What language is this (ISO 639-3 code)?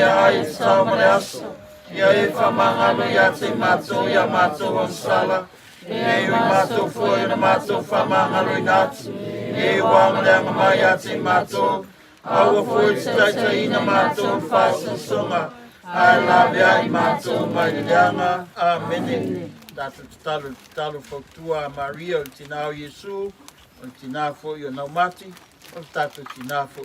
smo